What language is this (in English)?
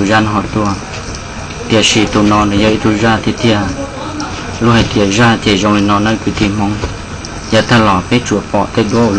Hmong